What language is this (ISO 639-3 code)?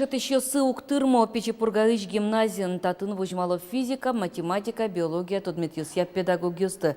udm